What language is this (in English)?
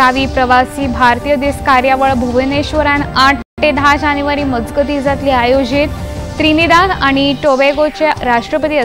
Konkani